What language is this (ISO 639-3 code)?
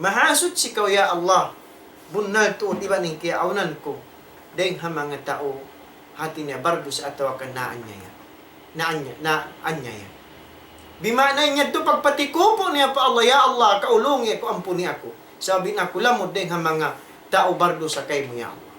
tsg